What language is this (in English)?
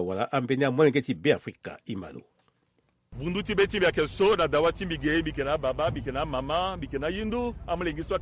Sango